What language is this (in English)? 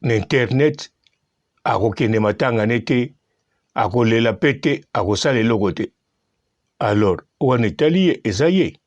Lingala